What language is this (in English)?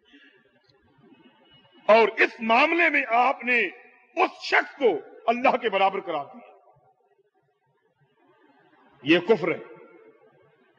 Urdu